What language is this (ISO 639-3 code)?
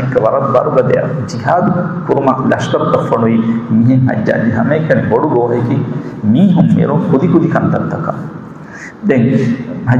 div